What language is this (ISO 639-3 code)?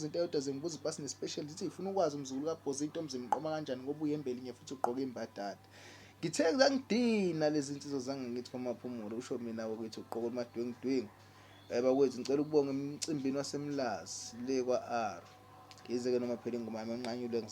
zul